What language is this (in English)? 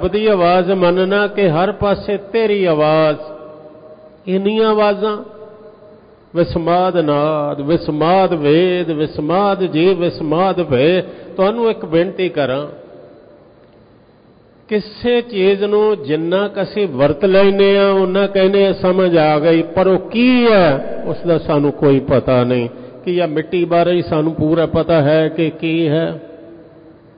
Punjabi